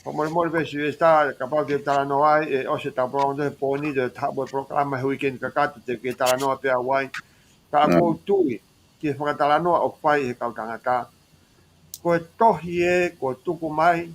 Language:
Tongan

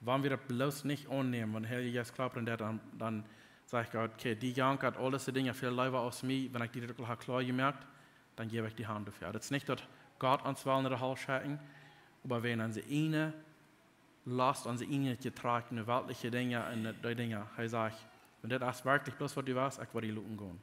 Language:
Plautdietsch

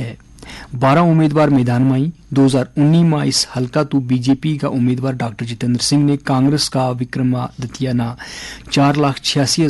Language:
Gujari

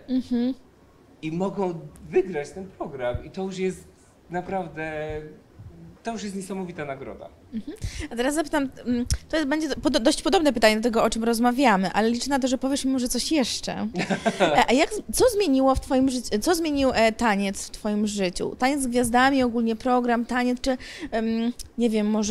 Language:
Polish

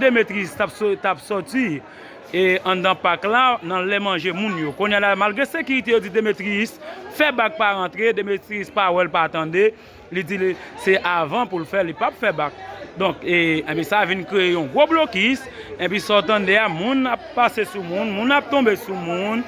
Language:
Haitian Creole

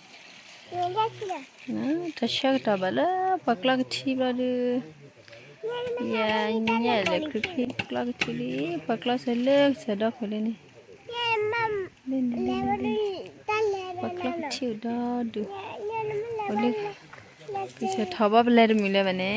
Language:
S'gaw Karen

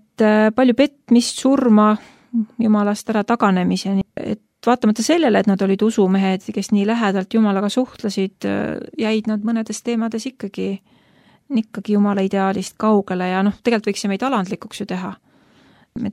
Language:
Estonian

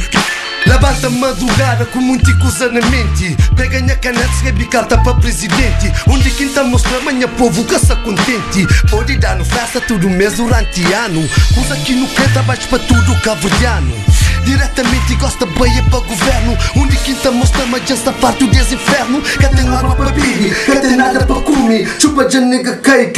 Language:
Kabuverdianu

